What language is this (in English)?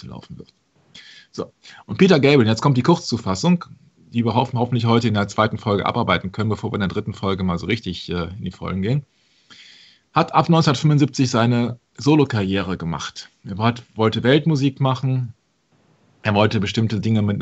German